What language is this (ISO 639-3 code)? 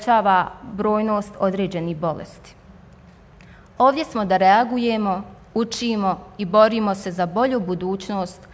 bos